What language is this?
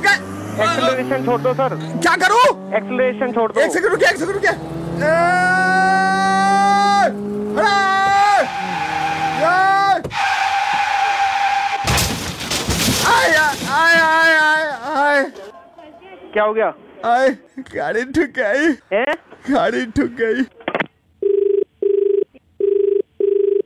Hindi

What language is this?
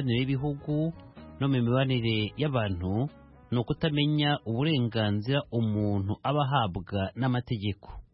Kinyarwanda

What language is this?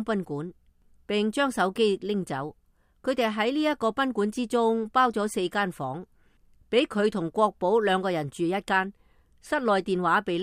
Cantonese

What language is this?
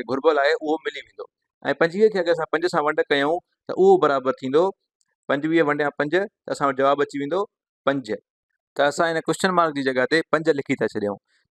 Sindhi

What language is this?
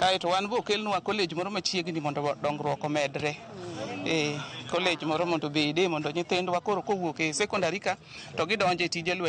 Luo (Kenya and Tanzania)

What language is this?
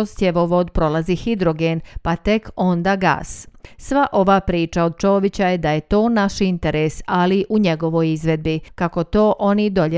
Bosnian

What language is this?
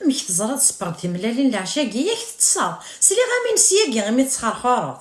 Kabyle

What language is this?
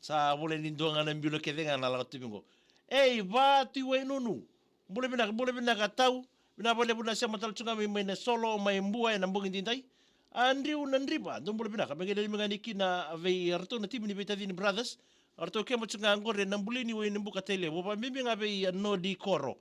Fijian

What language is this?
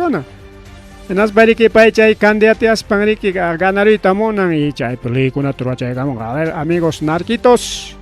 Ayacucho Quechua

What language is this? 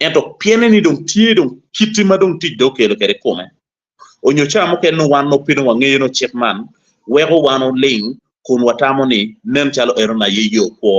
Acoli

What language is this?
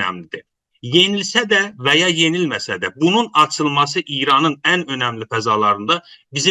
South Azerbaijani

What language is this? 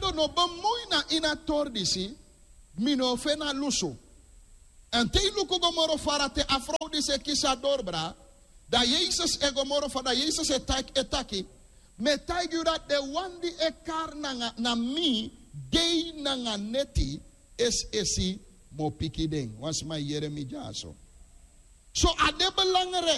Sranan Tongo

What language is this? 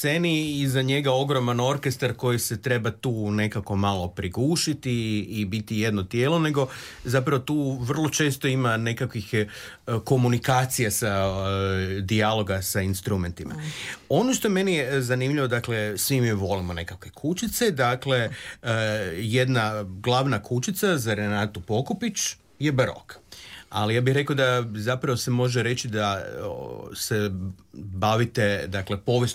Croatian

